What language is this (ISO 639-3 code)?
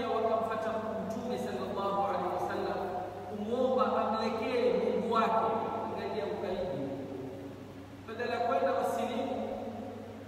swa